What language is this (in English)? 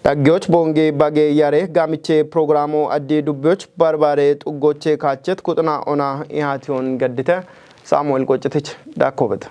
Kafa